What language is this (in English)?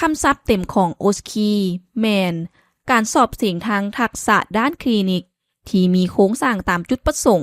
Lao